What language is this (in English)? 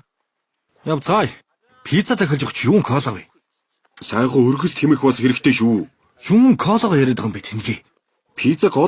Mongolian